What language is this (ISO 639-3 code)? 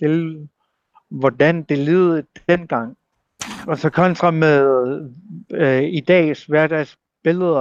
dan